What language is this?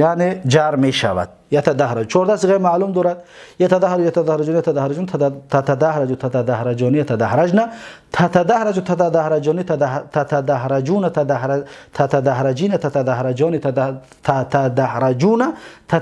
Tajik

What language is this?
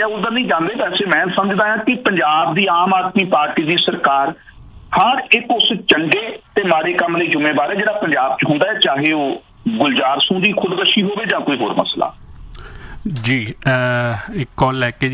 Punjabi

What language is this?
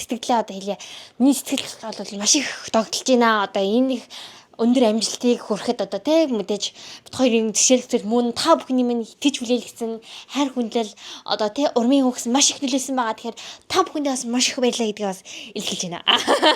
Mongolian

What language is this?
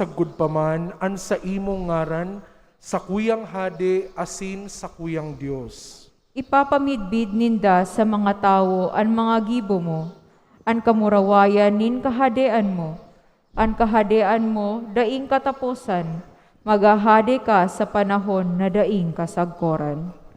Bikol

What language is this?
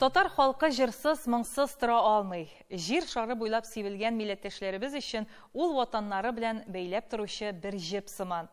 Tatar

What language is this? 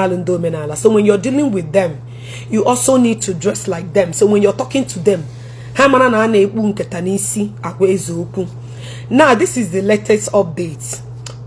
Igbo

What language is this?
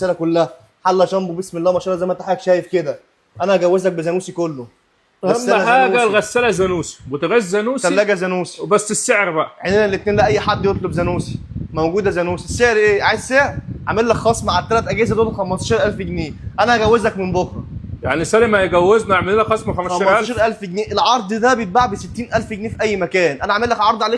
Egyptian Arabic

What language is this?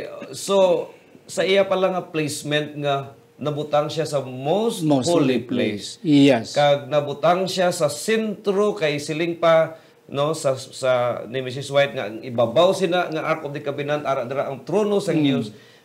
Hiligaynon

